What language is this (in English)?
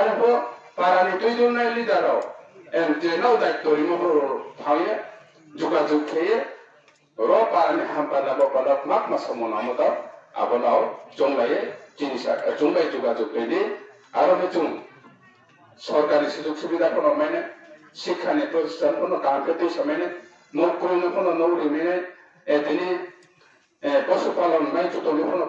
Riang (India)